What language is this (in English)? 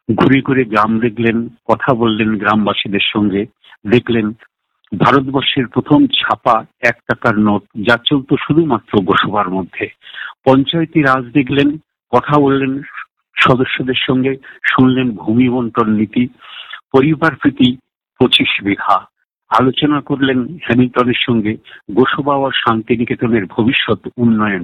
Bangla